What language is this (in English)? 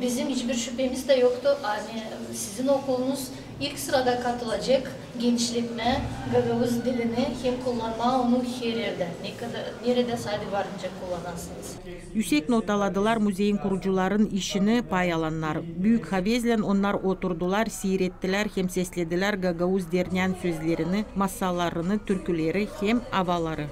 Gagauz